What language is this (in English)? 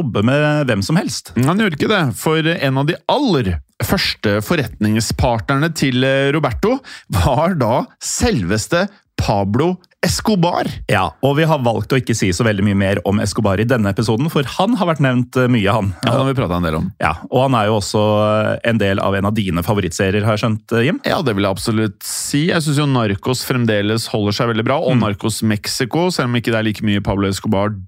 Norwegian